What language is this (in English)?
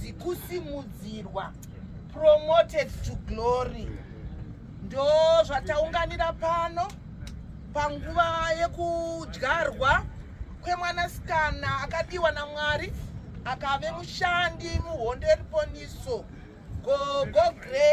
Shona